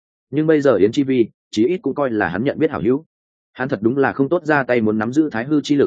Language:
Vietnamese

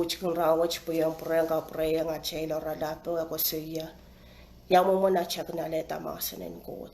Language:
Pohnpeian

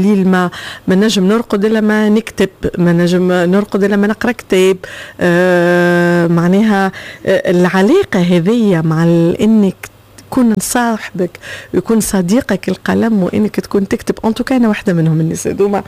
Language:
Tunisian Arabic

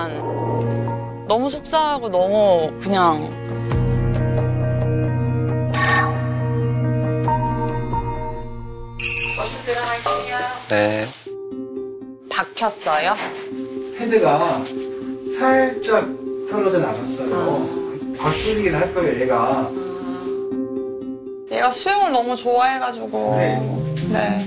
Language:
Korean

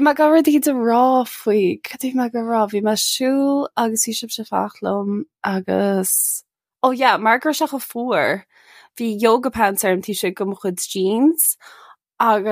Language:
Irish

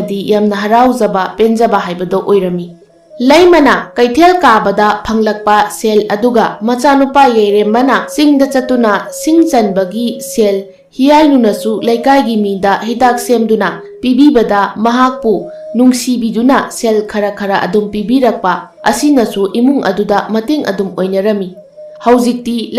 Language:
Manipuri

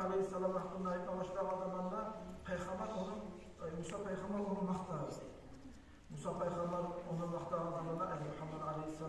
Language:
Kumyk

